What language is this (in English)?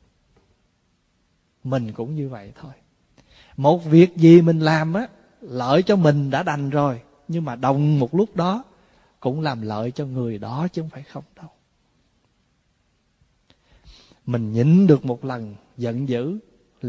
Vietnamese